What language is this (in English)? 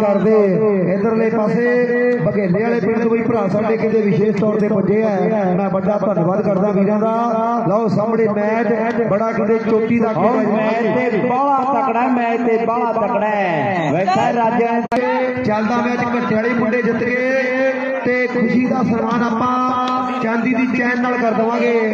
Punjabi